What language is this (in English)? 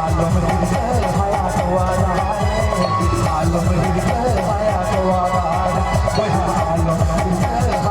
Santali